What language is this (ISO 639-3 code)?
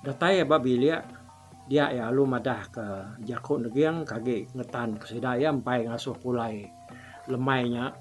iba